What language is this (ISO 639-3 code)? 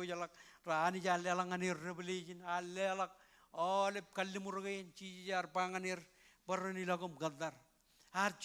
mah